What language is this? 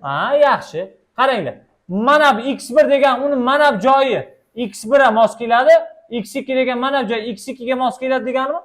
Uzbek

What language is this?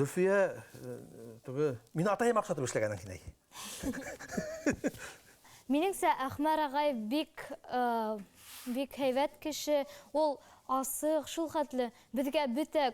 Bashkir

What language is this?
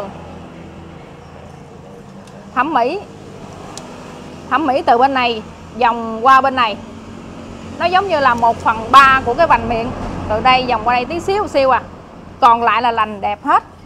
Vietnamese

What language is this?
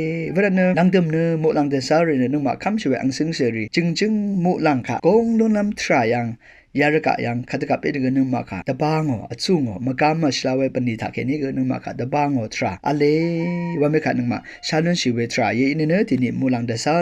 Rawang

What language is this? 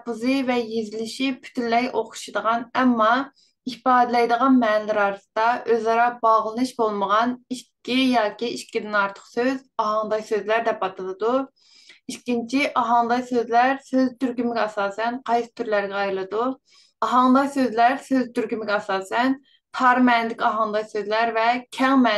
Uyghur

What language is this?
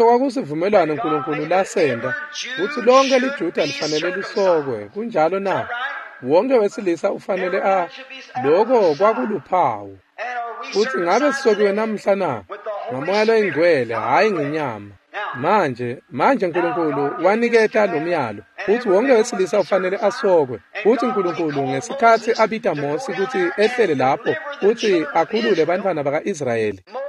Swati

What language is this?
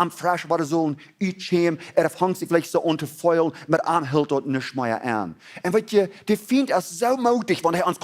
Plautdietsch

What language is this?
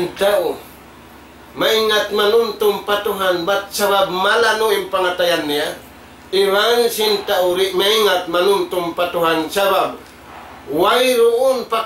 Tausug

